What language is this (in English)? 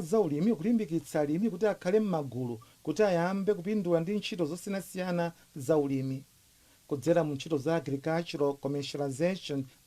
Nyanja